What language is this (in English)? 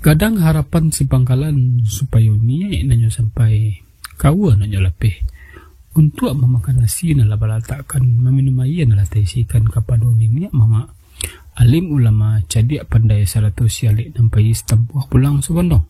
Minangkabau